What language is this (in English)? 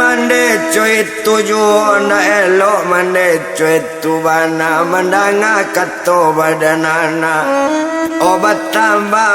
Minangkabau